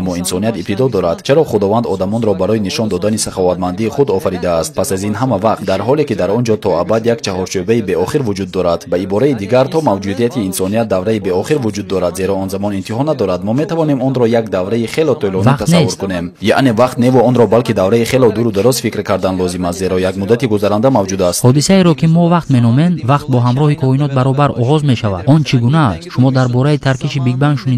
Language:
Tajik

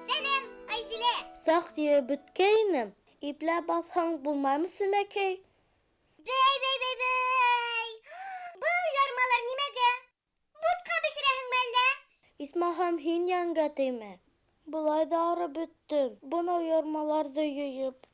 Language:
Bashkir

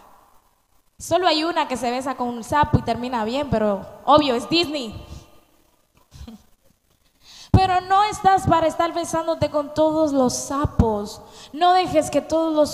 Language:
Spanish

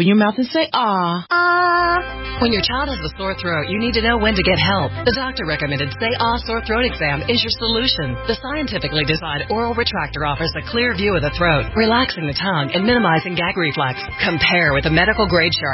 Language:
English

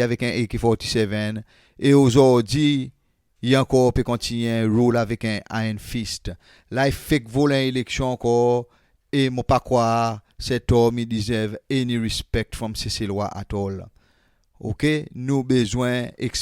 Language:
Seselwa Creole French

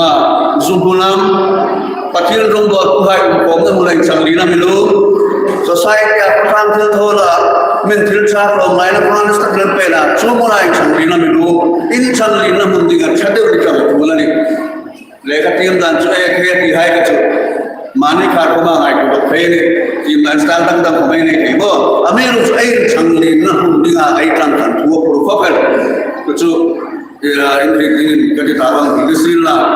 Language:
Hmar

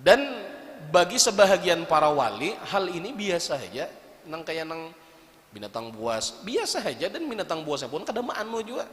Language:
Banjar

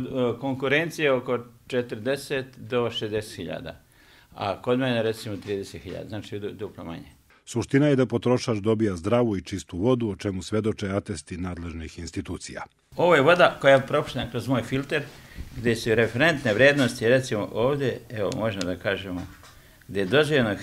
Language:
Serbian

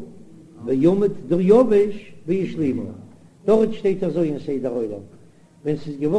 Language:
Yiddish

